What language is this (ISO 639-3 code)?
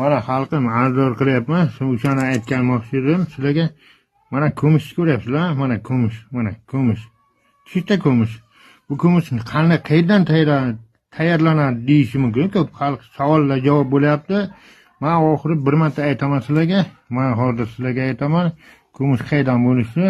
uzb